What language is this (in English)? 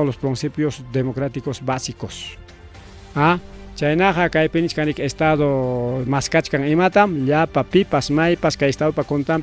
Ayacucho Quechua